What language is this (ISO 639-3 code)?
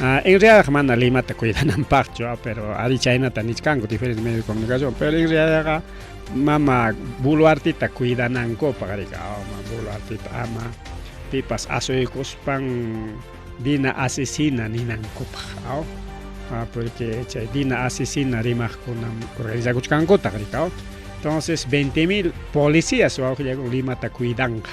quy